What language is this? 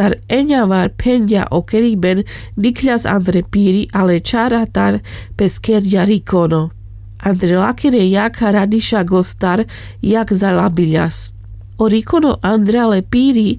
Carpathian Romani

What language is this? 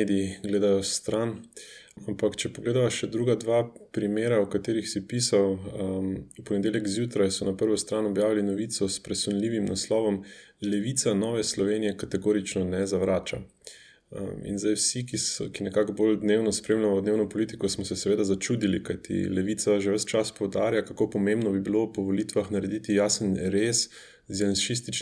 Slovenian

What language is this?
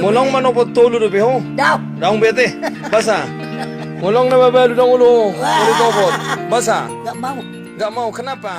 Batak Toba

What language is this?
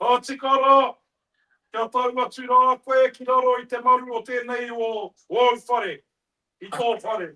Māori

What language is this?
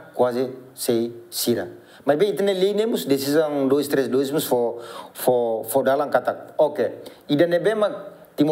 Tetum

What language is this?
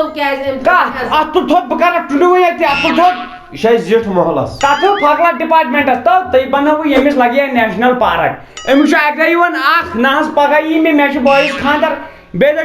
Kashmiri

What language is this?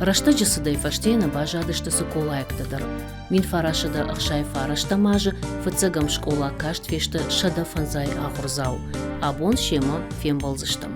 Ossetic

